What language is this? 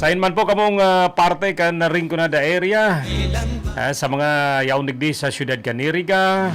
Bikol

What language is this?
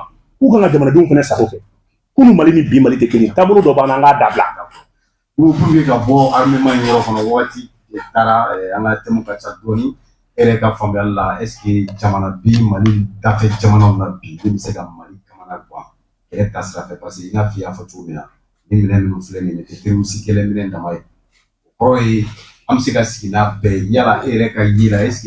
Bambara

